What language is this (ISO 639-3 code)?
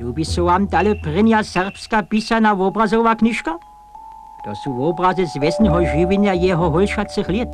hsb